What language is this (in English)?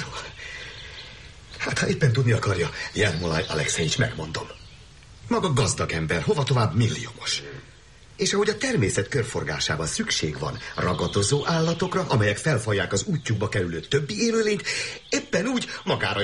Hungarian